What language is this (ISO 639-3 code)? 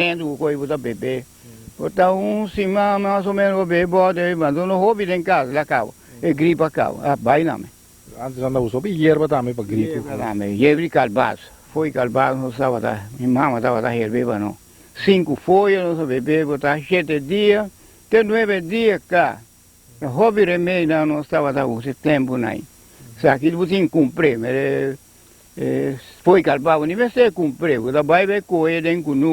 pap